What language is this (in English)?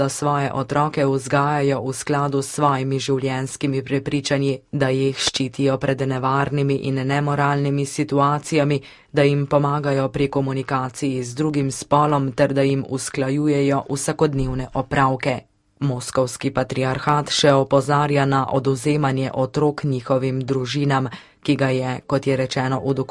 Slovenian